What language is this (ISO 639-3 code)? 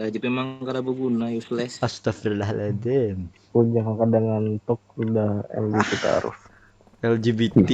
bjn